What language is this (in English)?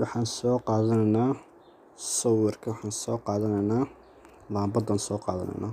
Somali